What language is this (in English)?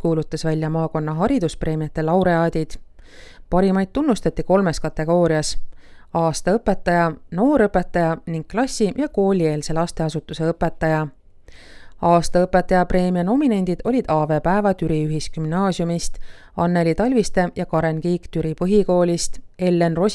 Estonian